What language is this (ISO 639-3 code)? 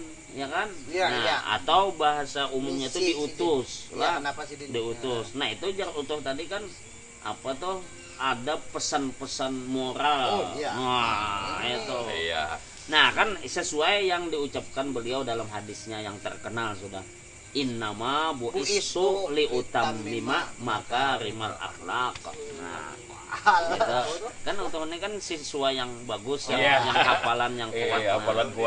bjn